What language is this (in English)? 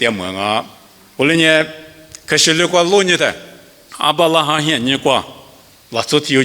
Lisu